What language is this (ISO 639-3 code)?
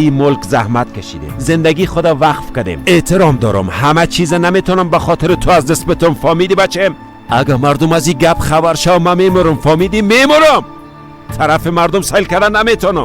fas